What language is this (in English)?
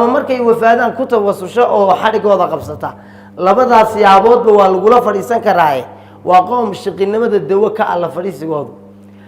Somali